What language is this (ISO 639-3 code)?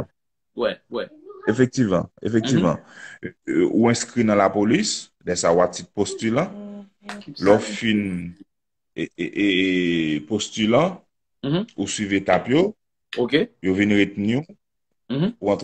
hat